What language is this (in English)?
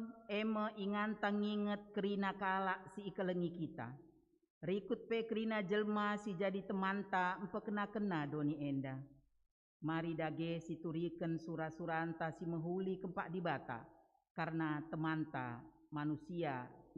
Batak Karo